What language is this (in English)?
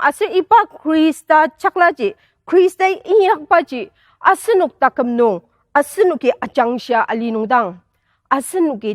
Ao Naga